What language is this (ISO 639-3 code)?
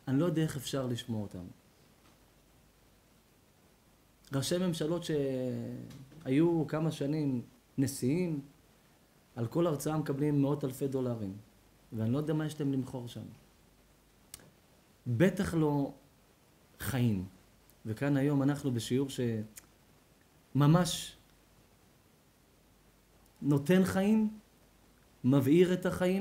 heb